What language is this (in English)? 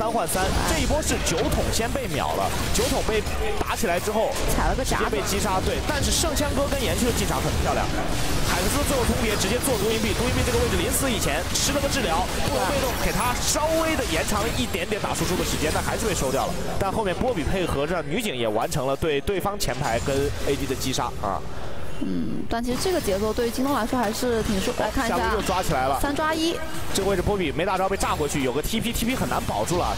Chinese